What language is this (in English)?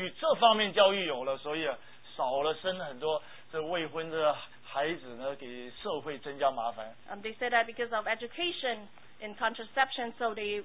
Chinese